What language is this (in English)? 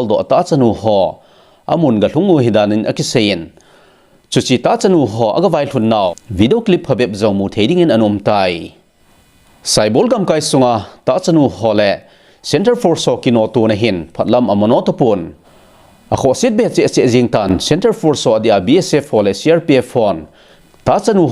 Thado Chin